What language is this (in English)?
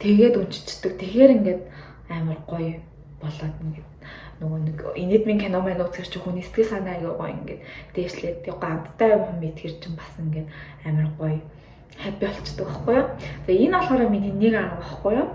Mongolian